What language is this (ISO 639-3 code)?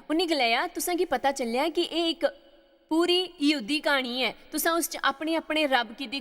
doi